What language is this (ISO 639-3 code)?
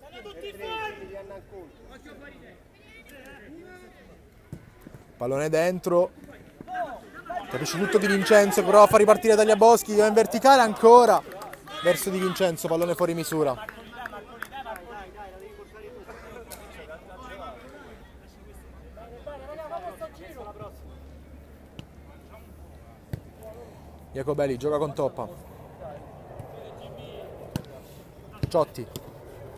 ita